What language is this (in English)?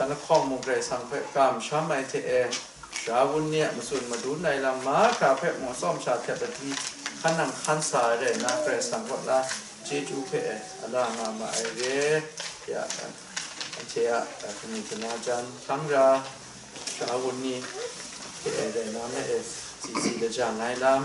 Kachin